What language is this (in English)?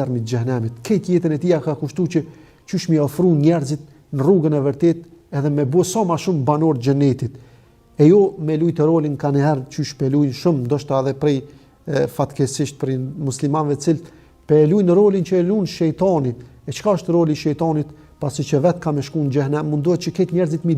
Albanian